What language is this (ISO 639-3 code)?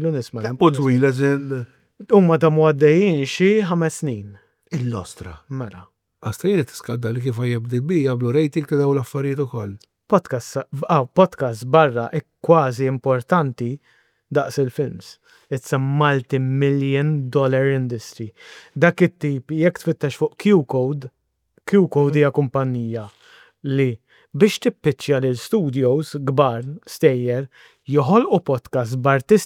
mlt